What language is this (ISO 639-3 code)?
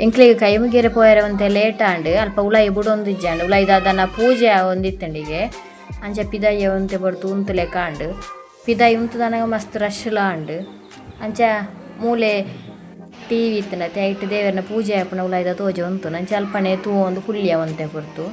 tcy